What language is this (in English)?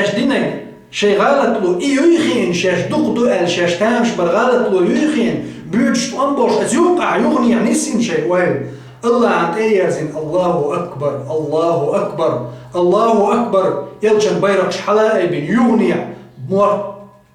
Chechen